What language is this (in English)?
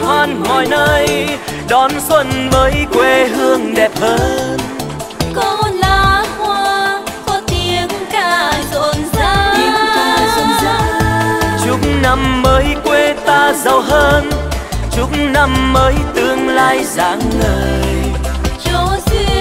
Vietnamese